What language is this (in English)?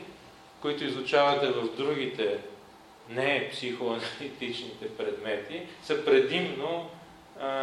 Bulgarian